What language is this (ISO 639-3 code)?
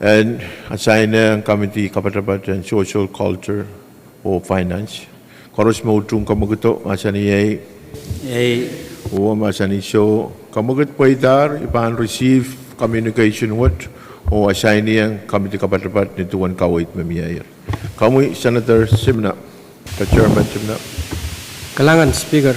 pon